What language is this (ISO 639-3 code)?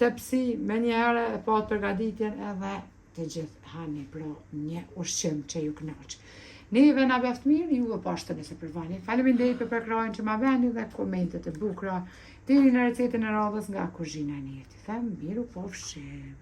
sqi